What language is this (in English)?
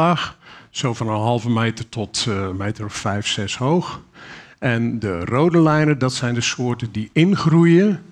Dutch